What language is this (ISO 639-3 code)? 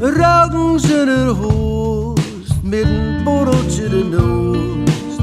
gos